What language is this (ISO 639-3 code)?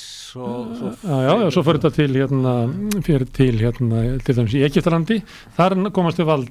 isl